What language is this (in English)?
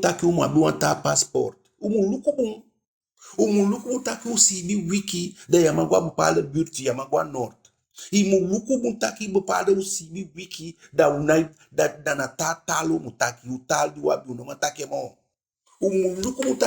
Eastern Maroon Creole